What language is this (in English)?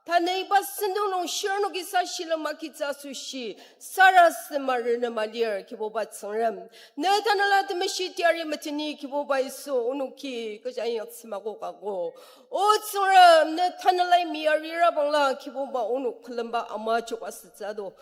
Ao Naga